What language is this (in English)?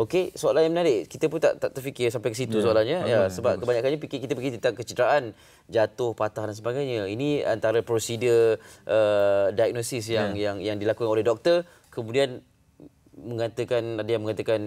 Malay